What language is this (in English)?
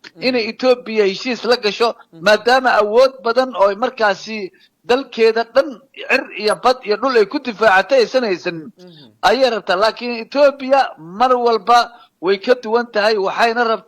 Somali